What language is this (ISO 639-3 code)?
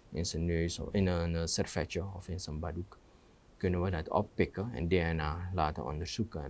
nld